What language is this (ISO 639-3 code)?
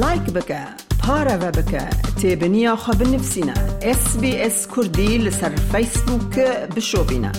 kur